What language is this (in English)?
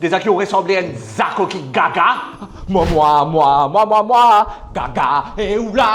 Morisyen